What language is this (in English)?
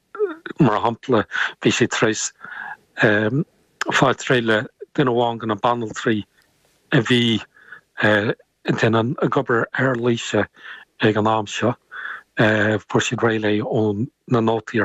Irish